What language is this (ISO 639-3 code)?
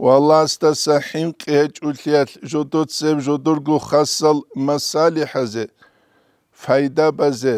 ava